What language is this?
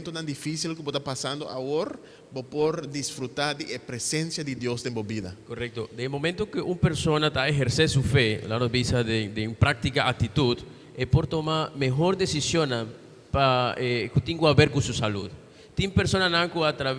Papiamento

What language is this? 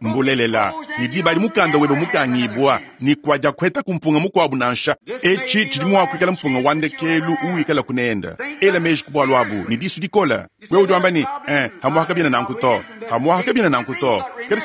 Luba-Lulua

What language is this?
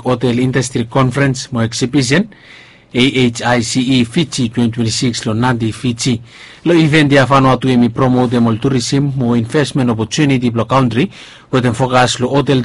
Bislama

